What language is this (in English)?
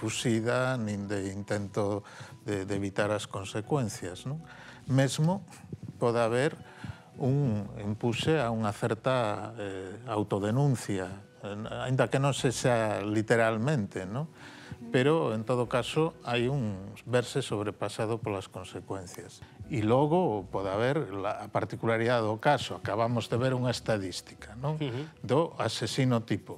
Galician